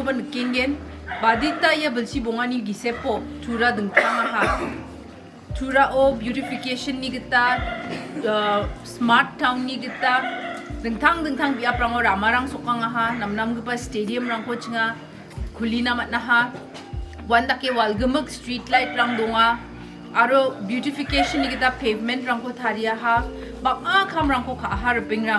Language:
Garo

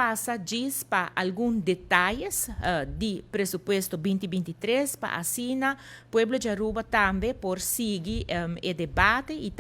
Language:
Papiamento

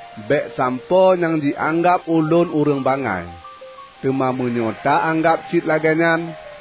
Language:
Achinese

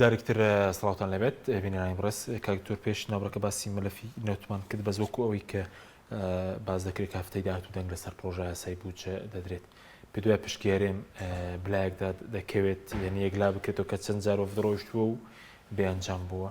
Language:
Central Kurdish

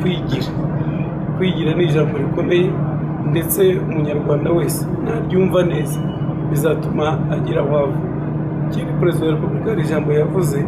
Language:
Kinyarwanda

